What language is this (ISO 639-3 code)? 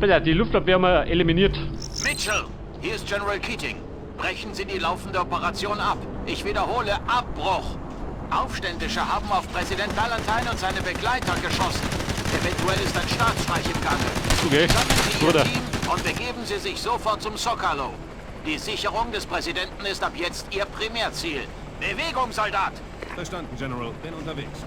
bar